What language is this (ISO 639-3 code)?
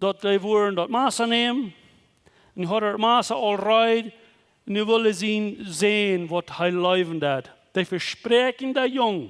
pdt